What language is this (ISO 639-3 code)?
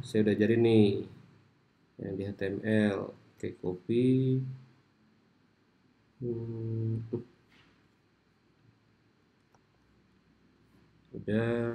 ind